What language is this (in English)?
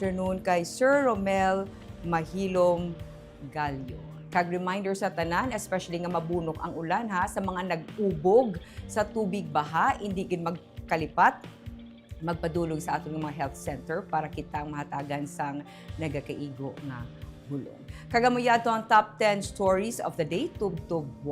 Hiligaynon